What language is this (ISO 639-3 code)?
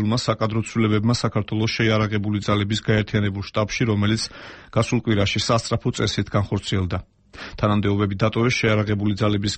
kat